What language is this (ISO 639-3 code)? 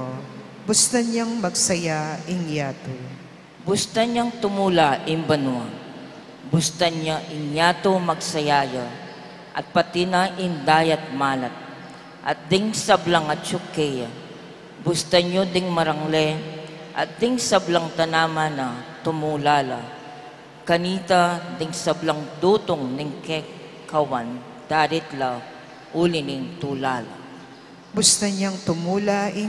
pam